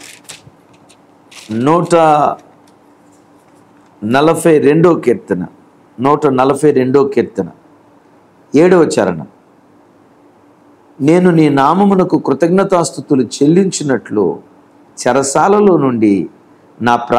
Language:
Telugu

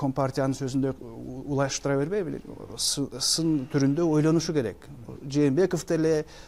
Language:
Kyrgyz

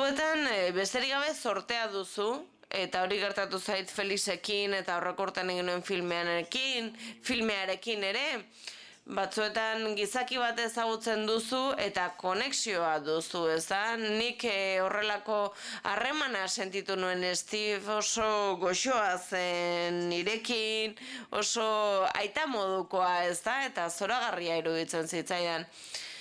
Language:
Basque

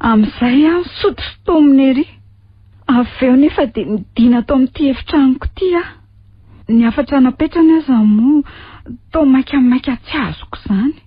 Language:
Malagasy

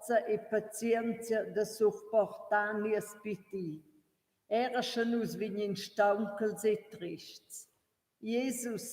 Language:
Romansh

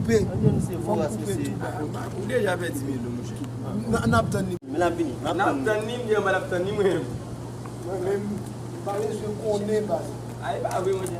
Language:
Haitian Creole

